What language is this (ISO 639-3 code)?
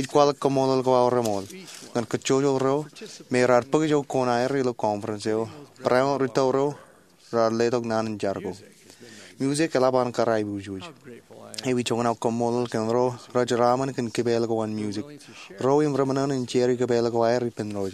mah